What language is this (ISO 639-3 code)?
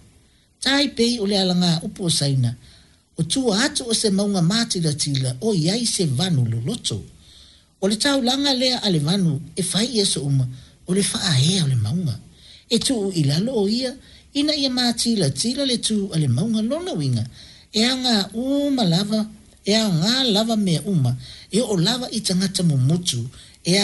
smo